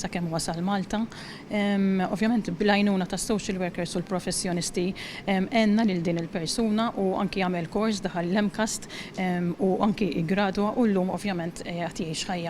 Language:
Maltese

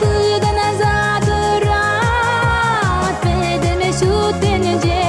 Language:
Chuvash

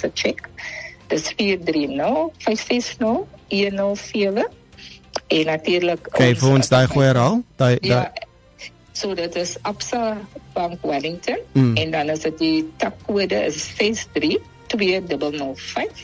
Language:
Afrikaans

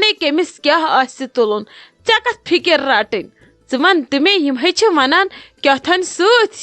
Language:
Kashmiri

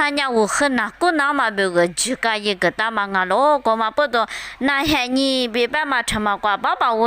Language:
Lisu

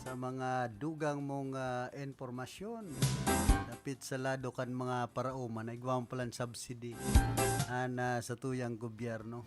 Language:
Bikol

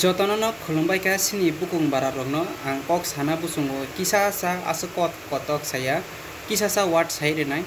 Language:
Kok Borok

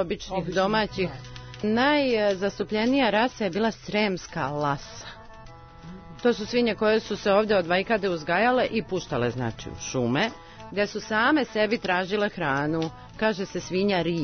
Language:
Serbian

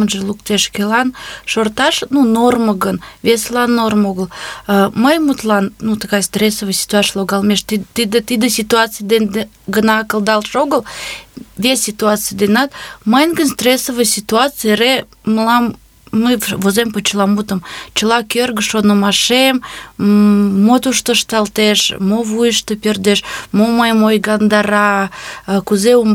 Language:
Mari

